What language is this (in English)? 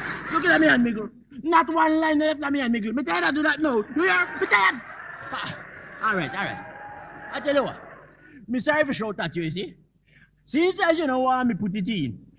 Jamaican Creole English